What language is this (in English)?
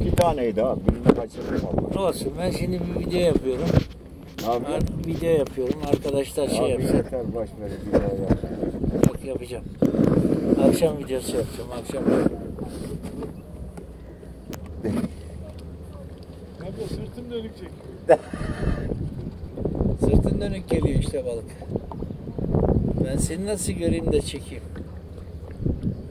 Turkish